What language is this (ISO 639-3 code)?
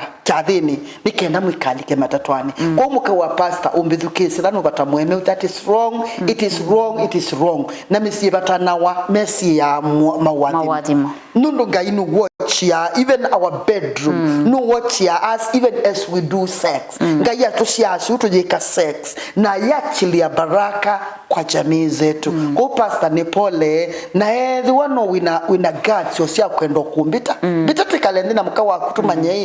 kam